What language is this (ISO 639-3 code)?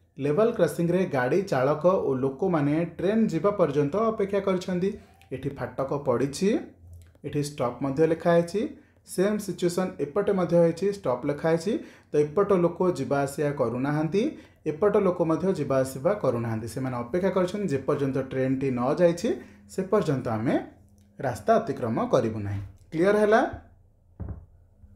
ori